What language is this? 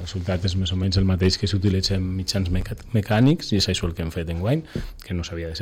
Catalan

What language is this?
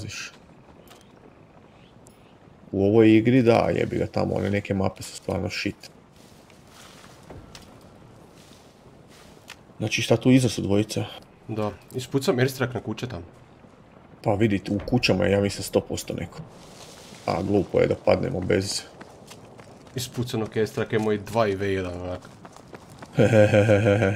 Croatian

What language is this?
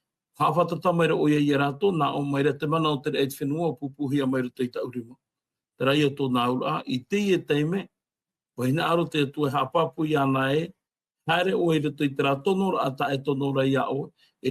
Tahitian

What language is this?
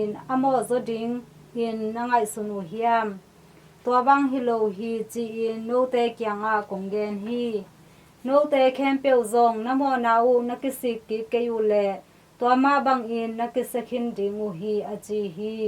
Tedim Chin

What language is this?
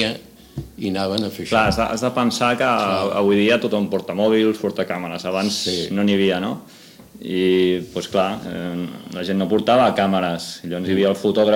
Catalan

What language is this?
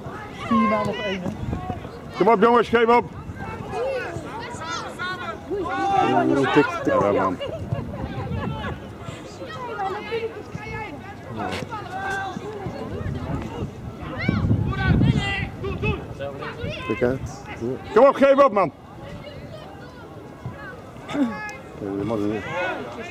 Dutch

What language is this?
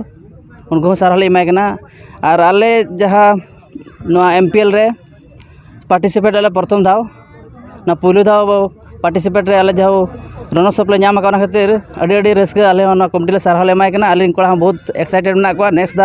Santali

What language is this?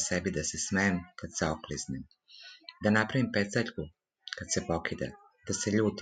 Serbian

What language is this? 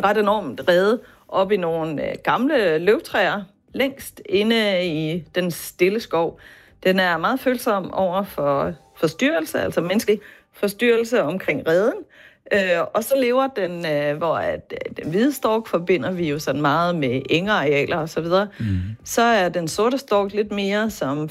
Danish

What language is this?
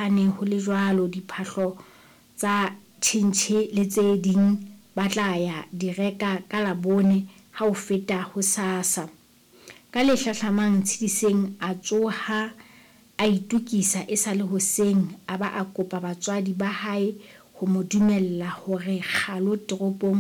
Southern Sotho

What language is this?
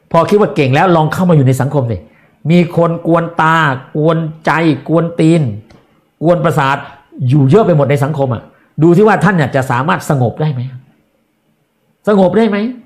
Thai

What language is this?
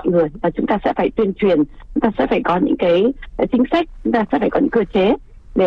Vietnamese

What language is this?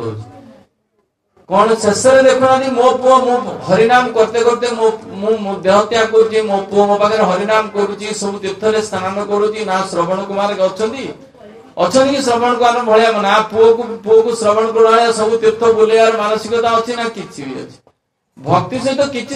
Odia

